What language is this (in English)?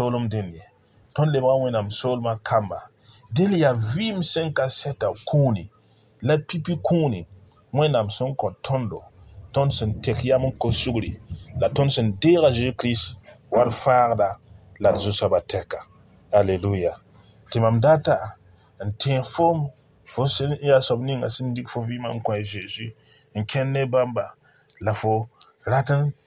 Mossi